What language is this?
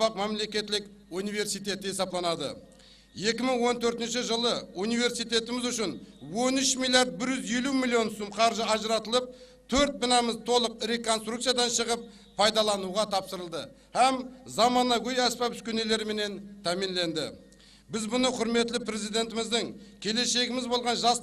Kara-Kalpak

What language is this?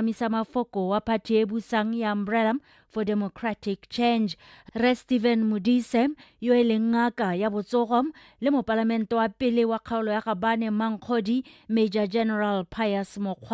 Tswana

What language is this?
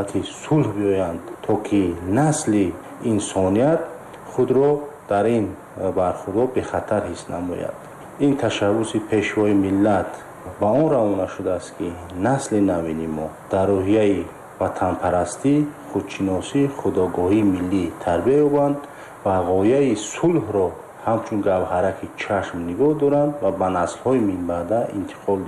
Tajik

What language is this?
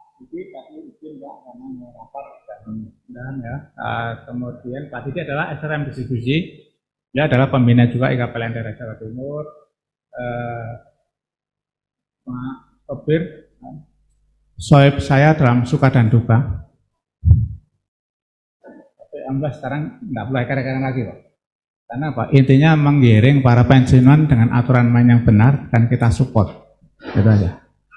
Indonesian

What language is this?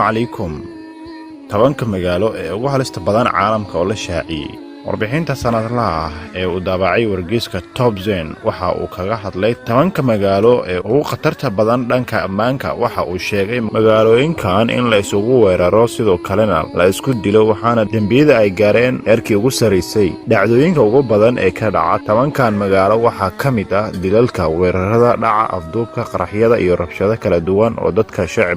Somali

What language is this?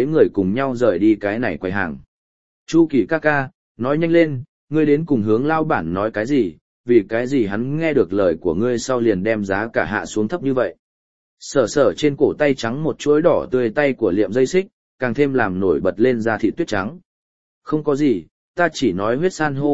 Vietnamese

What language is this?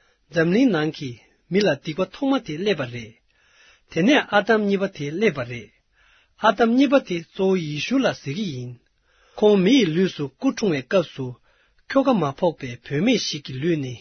Tibetan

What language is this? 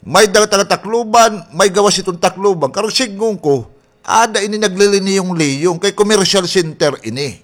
Waray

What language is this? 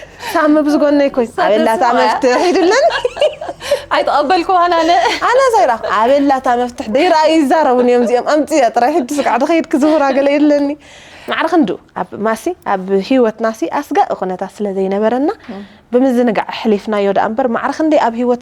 Tigrinya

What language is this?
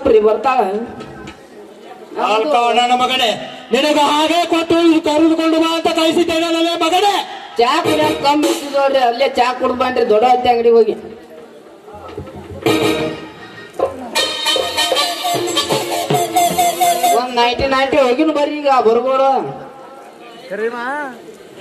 Kannada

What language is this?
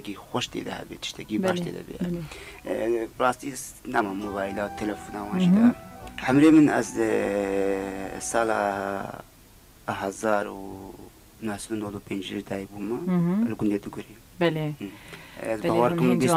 Kurdish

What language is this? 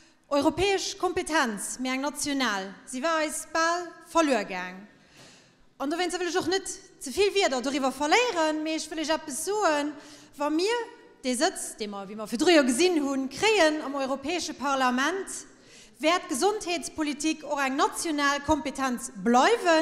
Luxembourgish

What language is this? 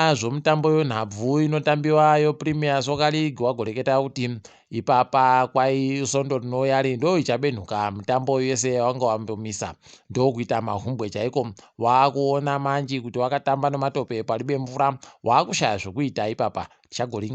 Ndau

